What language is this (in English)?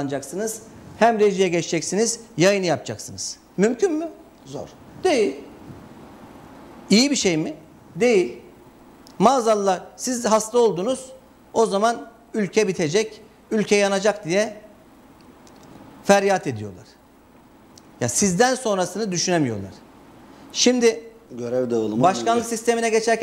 Turkish